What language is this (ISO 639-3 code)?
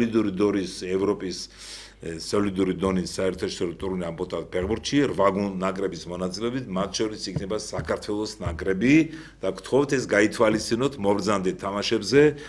kat